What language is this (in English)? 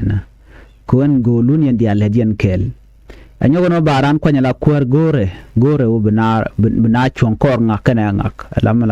Nuer